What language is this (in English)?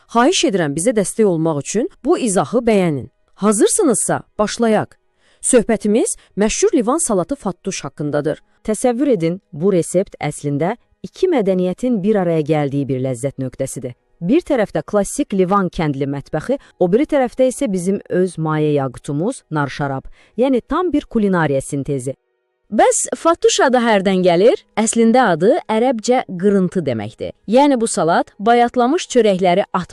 Azerbaijani